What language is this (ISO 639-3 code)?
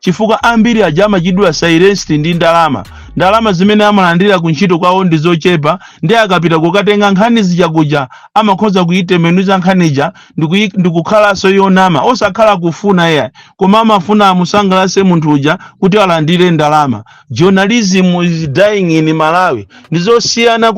nya